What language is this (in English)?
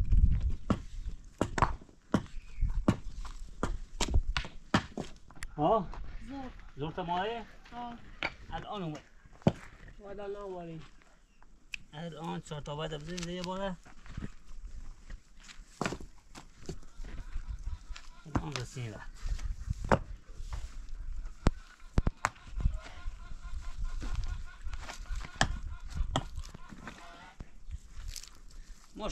Persian